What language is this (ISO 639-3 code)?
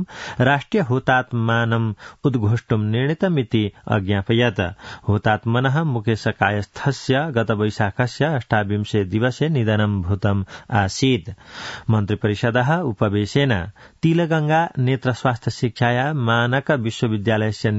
san